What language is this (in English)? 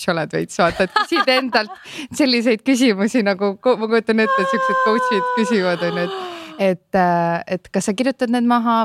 Estonian